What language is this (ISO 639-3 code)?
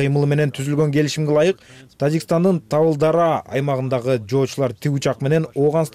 kir